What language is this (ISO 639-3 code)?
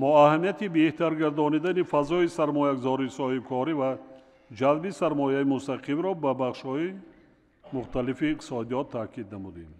tgk